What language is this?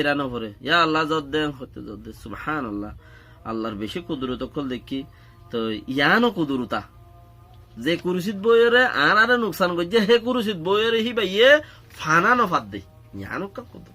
Rohingya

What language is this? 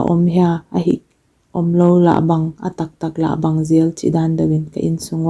Paite Chin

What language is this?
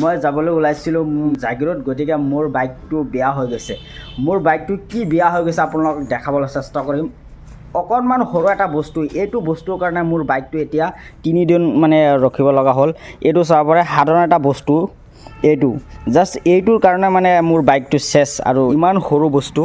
Assamese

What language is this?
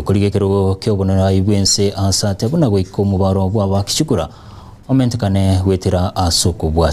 Gusii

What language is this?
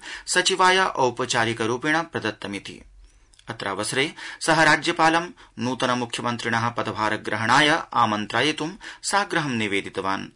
Sanskrit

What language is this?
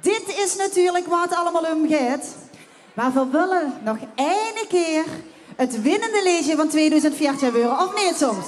Limburgish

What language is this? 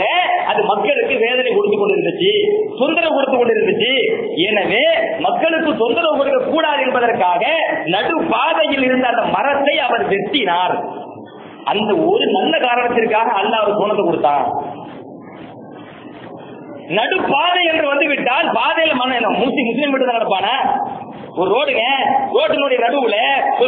Tamil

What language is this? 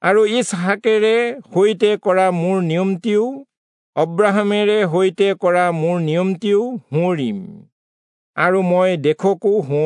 Assamese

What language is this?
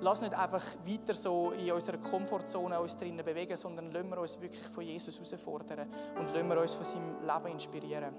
Swiss German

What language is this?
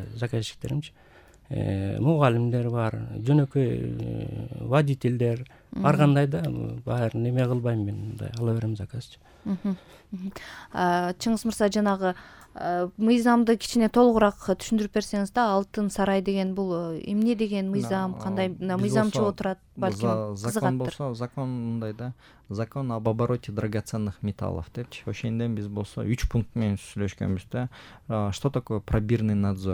Kyrgyz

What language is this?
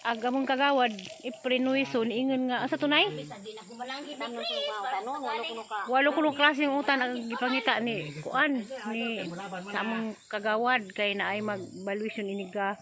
Cebuano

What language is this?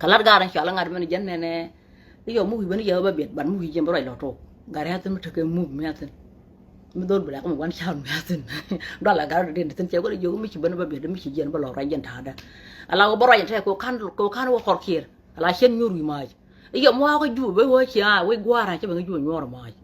Nuer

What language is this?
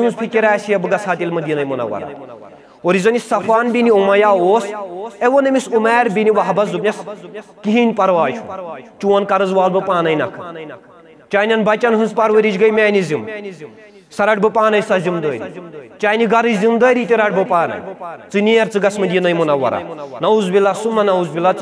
Kashmiri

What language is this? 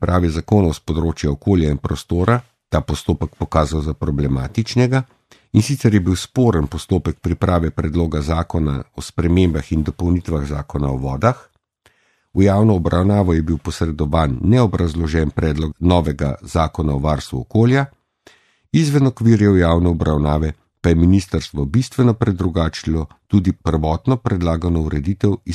Slovenian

